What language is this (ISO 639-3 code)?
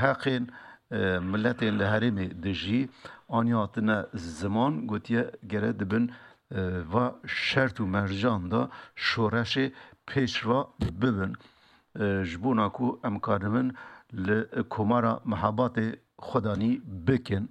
kur